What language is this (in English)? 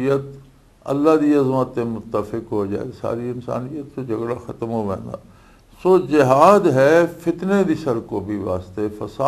Western Panjabi